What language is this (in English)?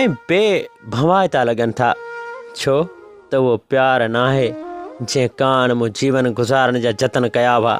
Sindhi